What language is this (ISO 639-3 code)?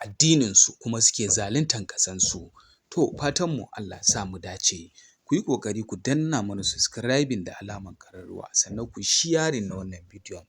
hau